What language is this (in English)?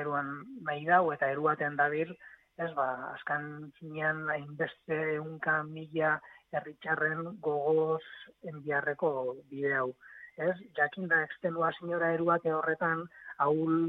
Basque